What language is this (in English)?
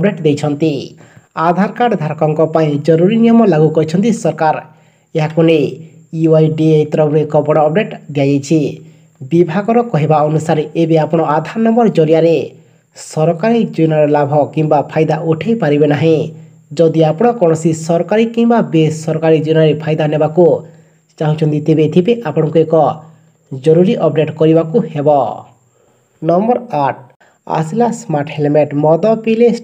Odia